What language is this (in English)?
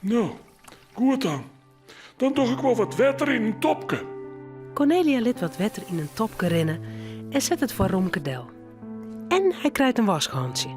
Western Frisian